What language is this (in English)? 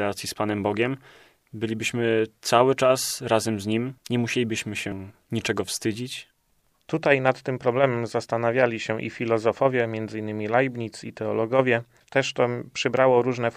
Polish